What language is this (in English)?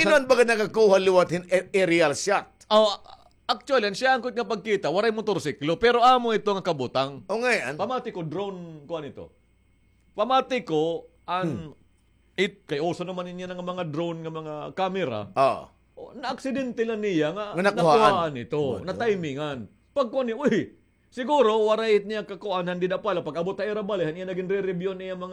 Waray